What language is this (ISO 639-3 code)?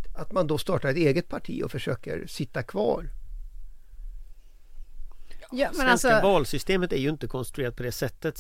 swe